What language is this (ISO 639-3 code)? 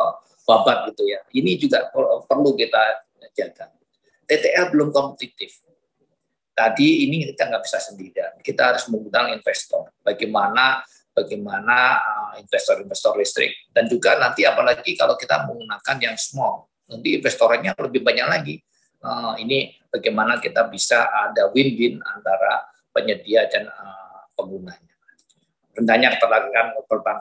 ind